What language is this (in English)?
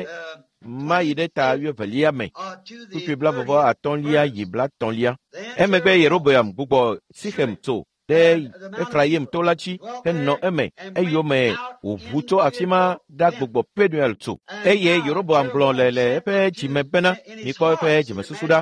Ewe